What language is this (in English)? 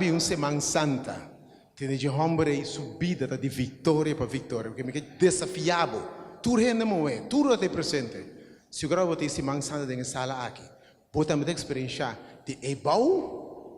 Papiamento